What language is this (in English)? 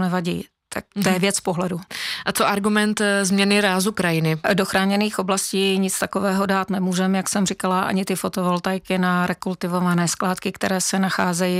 Czech